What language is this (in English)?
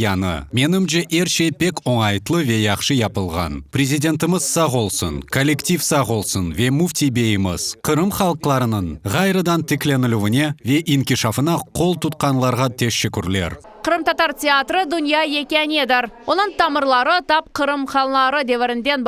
Crimean Tatar